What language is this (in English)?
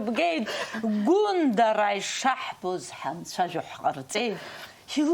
Abkhazian